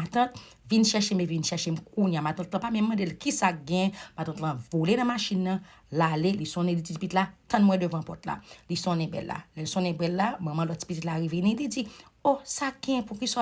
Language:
Haitian Creole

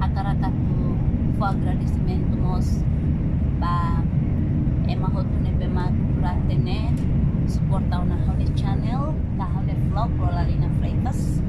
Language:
Tetum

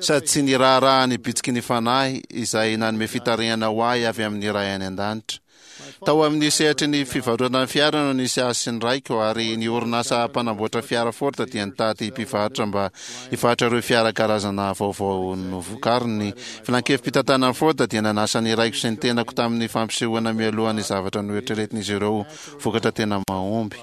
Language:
Malagasy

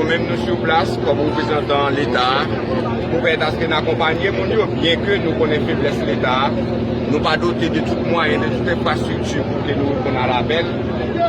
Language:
Haitian Creole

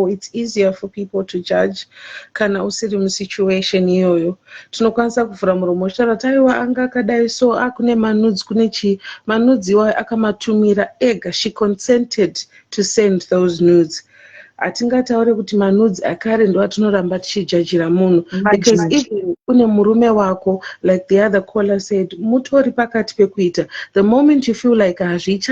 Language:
Shona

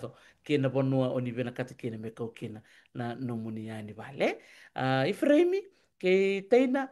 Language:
Fijian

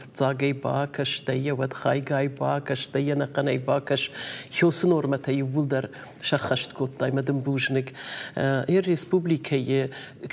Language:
Ossetic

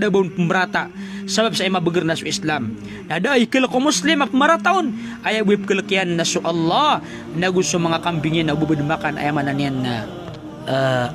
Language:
Maranao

